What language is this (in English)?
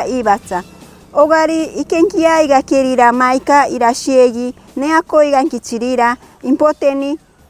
Machiguenga